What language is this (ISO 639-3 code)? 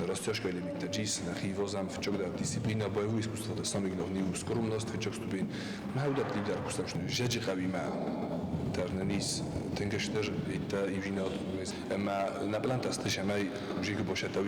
oss